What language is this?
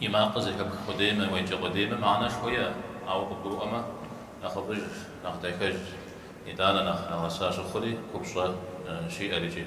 Kabardian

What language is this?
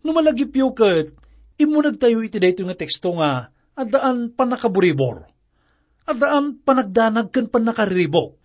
Iloko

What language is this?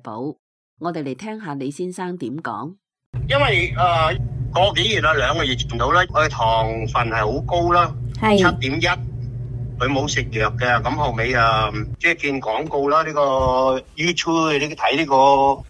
Cantonese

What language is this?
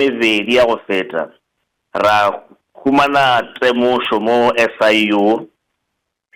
Northern Sotho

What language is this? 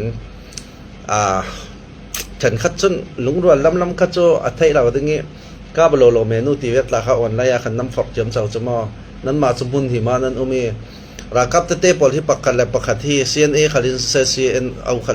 Falam Chin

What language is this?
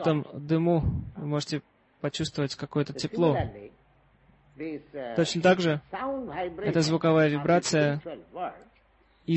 Russian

